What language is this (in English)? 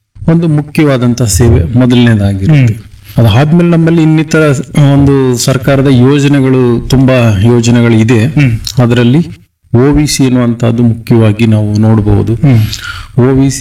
Kannada